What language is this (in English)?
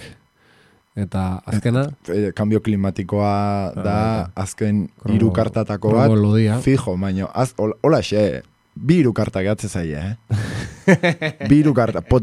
Basque